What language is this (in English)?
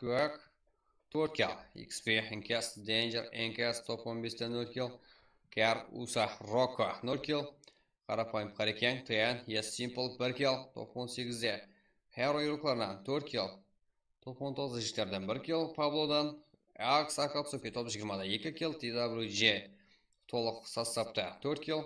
Kara-Kalpak